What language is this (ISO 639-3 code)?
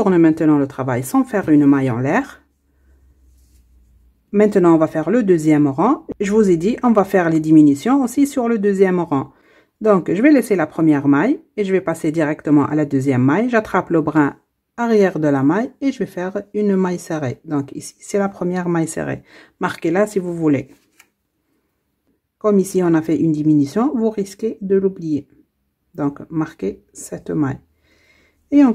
fra